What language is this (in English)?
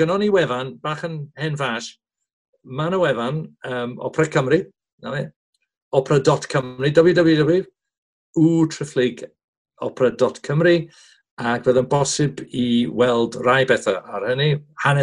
Welsh